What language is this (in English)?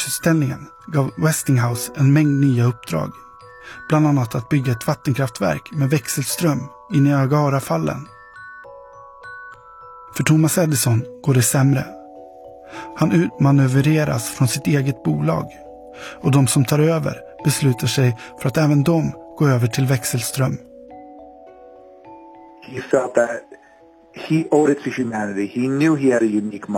Swedish